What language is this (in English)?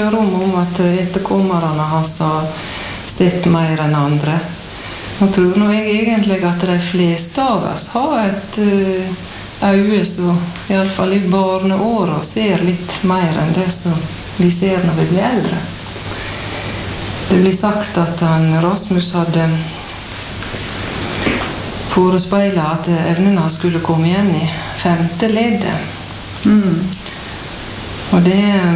Norwegian